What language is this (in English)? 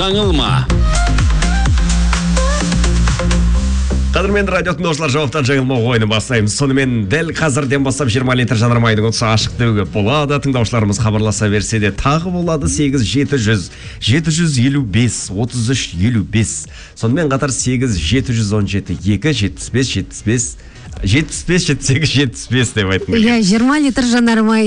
Kazakh